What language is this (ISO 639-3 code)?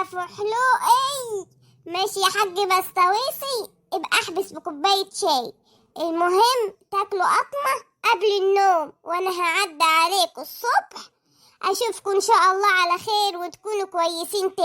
arz